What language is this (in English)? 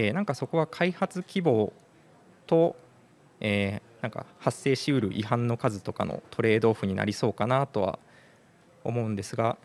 Japanese